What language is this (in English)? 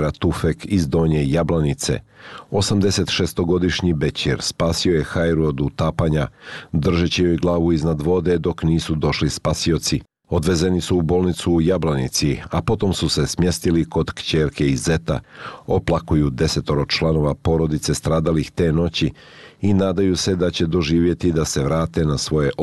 Bosnian